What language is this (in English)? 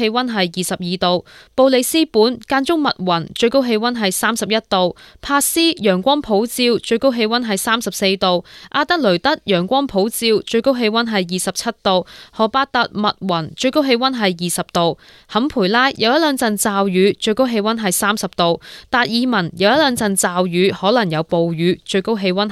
Cantonese